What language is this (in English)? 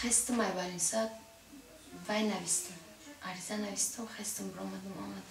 Tajik